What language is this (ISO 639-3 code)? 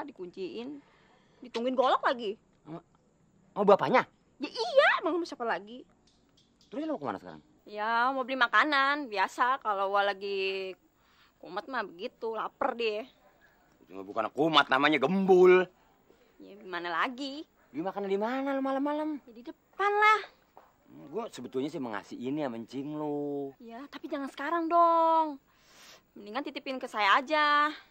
bew